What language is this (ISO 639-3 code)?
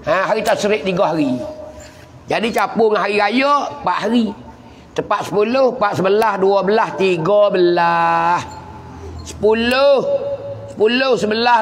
mfa